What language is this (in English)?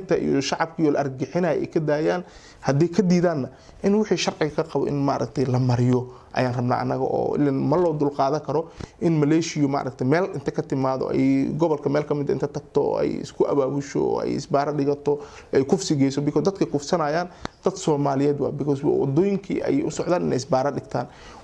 Somali